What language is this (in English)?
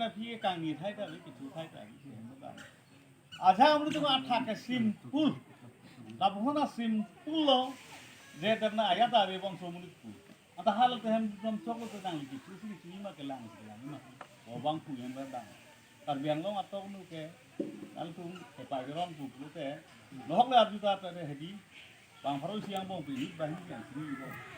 Karbi